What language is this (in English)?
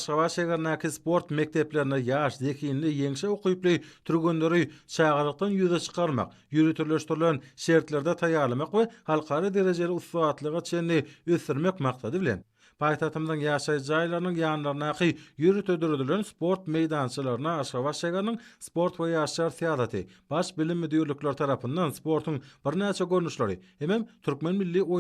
Turkmen